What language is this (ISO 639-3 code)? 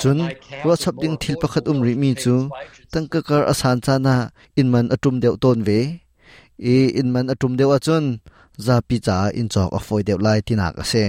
cnh